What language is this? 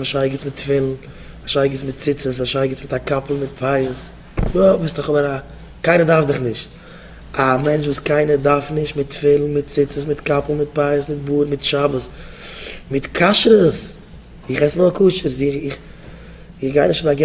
Yiddish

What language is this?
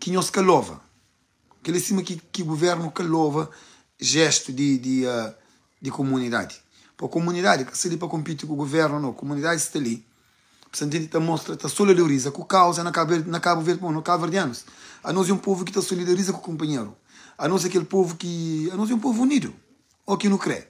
Kabuverdianu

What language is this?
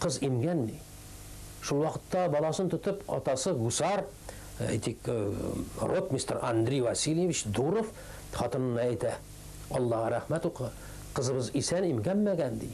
Tatar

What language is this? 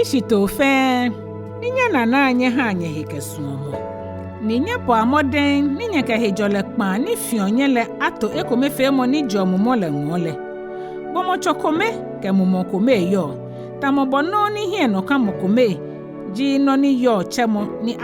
Ga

